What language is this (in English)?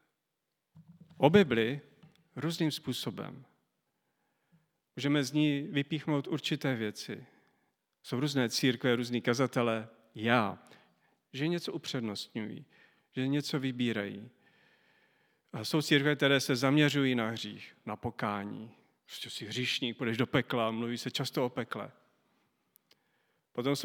Czech